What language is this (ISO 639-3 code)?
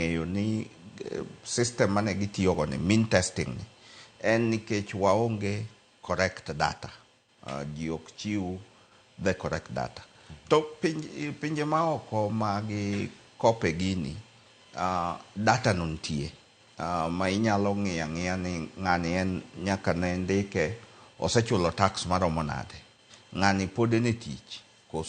luo